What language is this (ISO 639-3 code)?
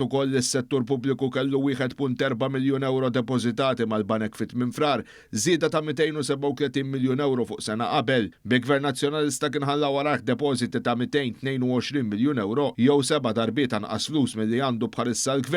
mlt